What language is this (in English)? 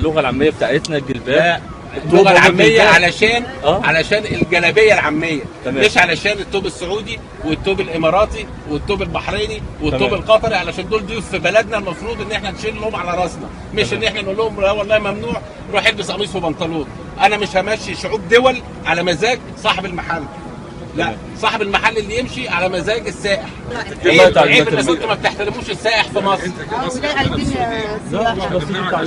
Egyptian Arabic